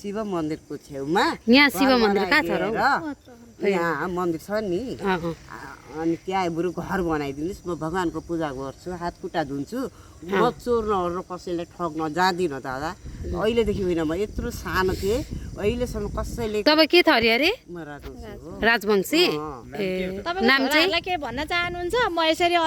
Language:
Nepali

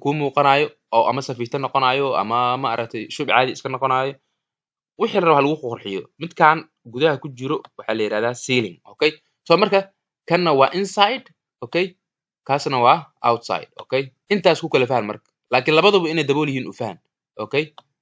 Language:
Somali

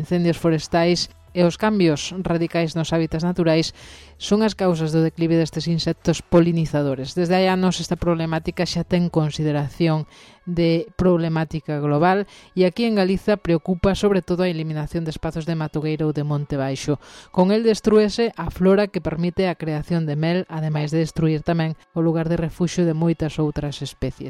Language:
Galician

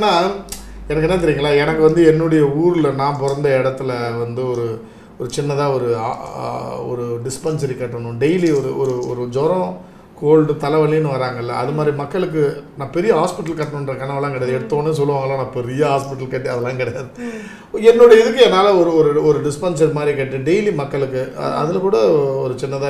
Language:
Tamil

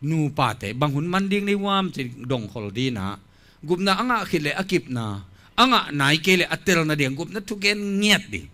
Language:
Tedim Chin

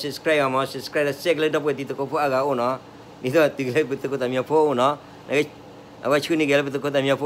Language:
S'gaw Karen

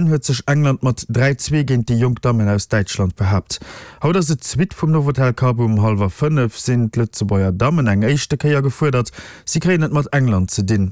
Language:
Luxembourgish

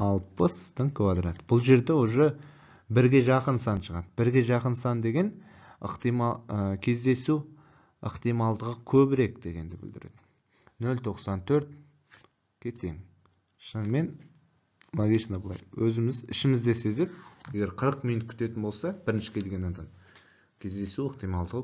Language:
Kazakh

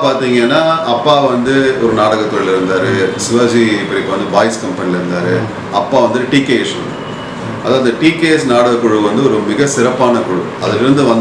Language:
Tamil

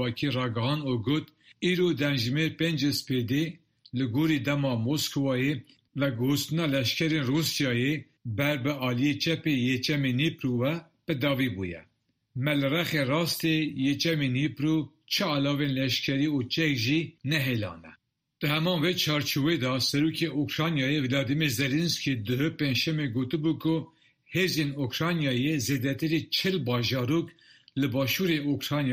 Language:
Kurdish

